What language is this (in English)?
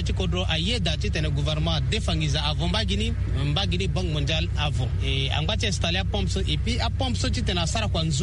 Sango